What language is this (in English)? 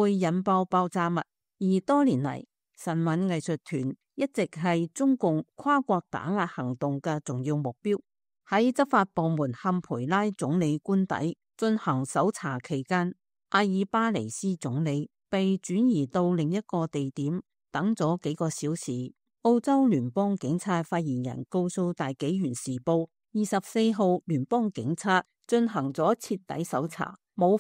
Cantonese